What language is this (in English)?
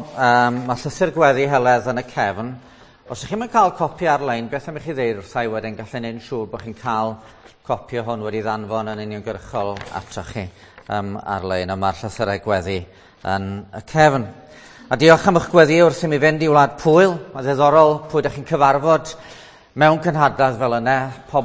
Welsh